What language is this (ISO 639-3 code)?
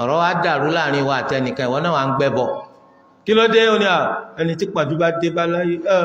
yor